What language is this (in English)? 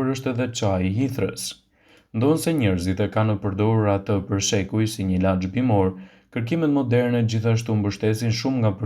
Albanian